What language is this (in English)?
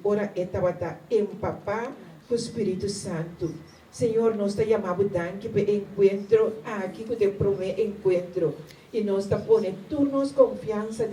Papiamento